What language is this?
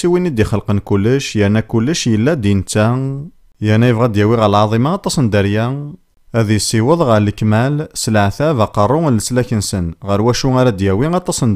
Kabyle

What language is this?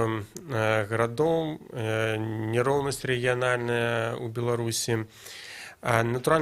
Belarusian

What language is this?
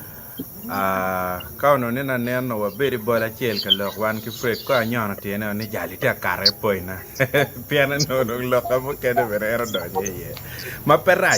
Acoli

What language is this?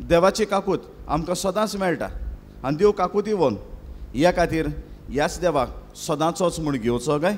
Konkani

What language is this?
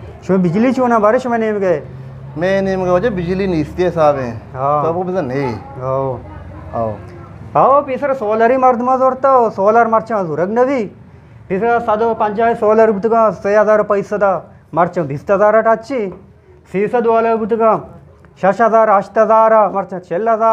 Baluchi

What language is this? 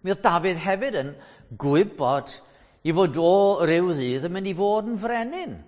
Welsh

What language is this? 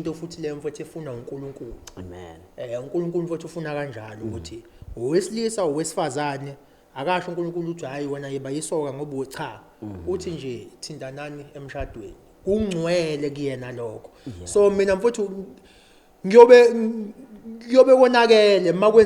Zulu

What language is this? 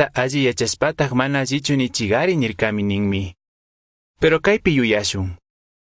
Chimborazo Highland Quichua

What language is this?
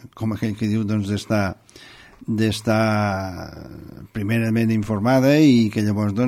Catalan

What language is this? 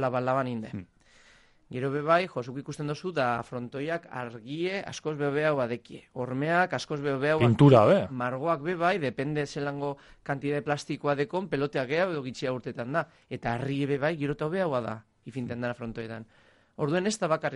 Basque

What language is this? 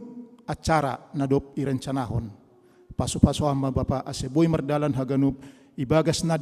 Batak Simalungun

